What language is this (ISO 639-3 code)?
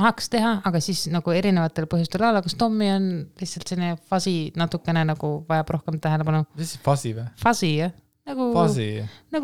est